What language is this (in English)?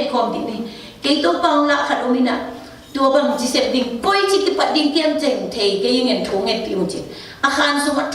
Tedim Chin